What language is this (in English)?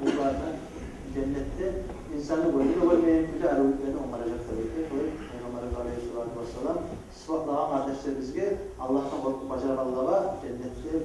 Kumyk